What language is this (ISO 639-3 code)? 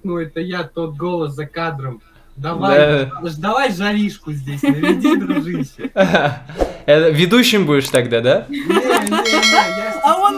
rus